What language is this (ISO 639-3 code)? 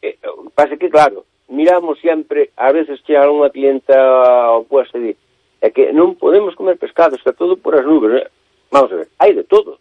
glg